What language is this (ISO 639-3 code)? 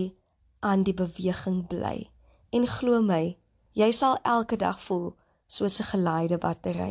afr